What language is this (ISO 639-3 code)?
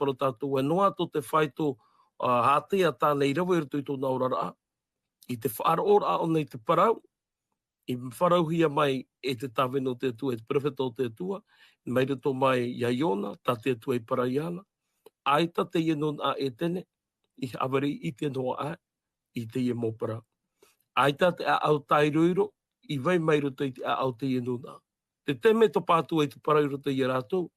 tah